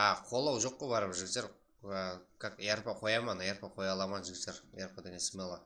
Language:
Kara-Kalpak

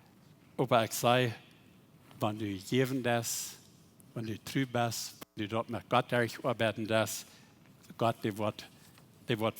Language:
Plautdietsch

